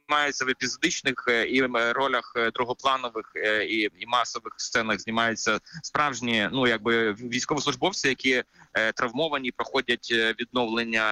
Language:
Ukrainian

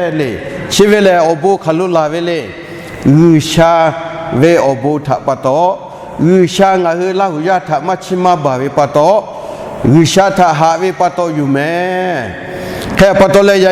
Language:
Lahu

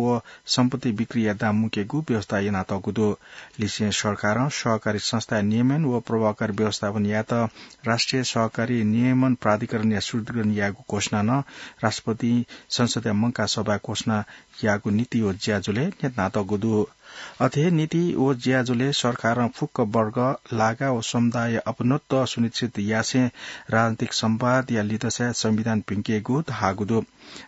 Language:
Newari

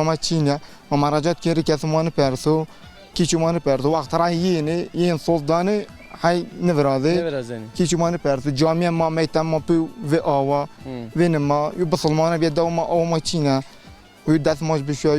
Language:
Zaza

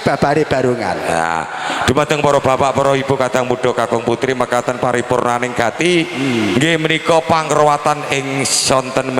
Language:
Javanese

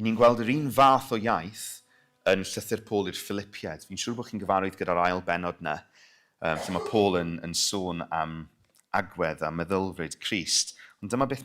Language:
Welsh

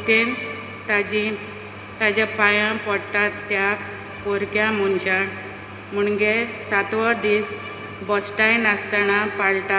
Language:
Konkani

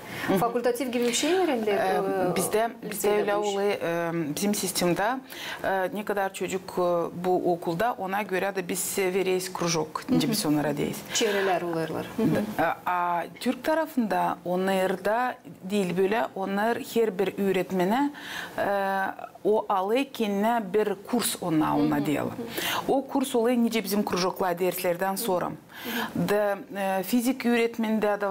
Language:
Gagauz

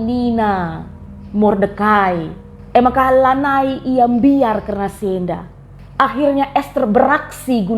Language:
Batak Karo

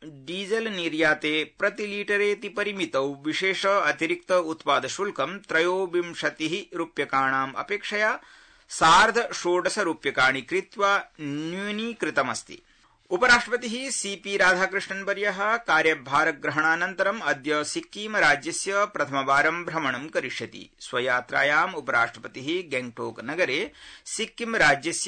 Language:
Sanskrit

